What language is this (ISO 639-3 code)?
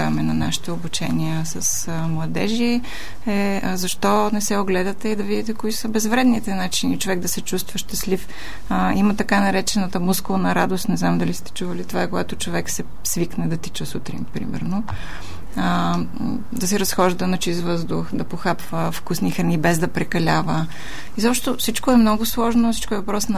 bul